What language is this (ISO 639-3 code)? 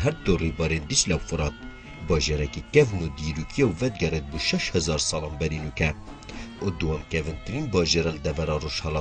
kur